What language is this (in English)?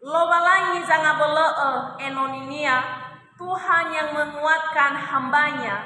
Nias